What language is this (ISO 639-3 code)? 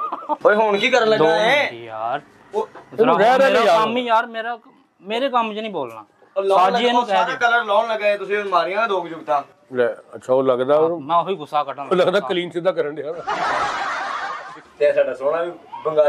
pan